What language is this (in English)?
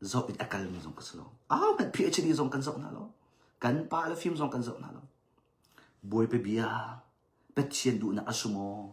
Hakha Chin